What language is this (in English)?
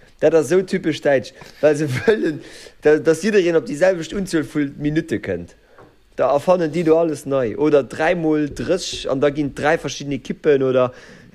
Luxembourgish